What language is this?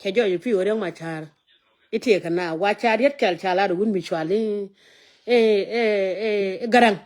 Nuer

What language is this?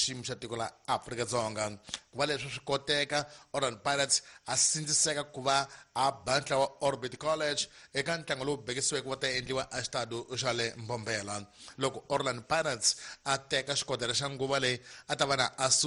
Tsonga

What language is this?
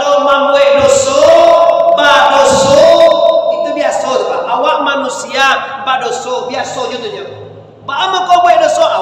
Minangkabau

